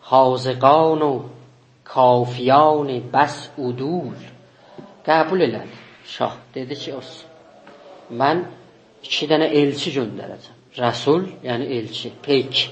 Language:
South Azerbaijani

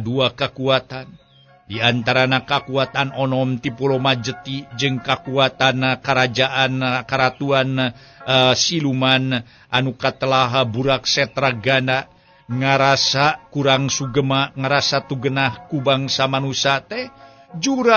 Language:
Sundanese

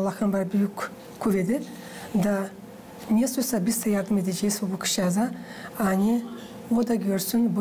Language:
Gagauz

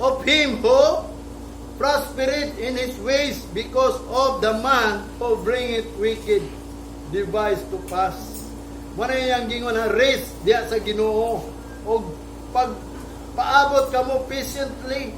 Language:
Cebuano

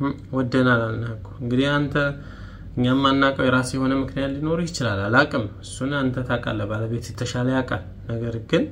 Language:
Amharic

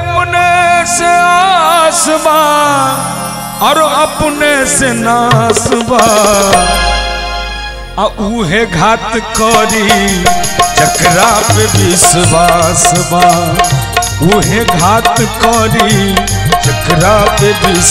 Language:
Bhojpuri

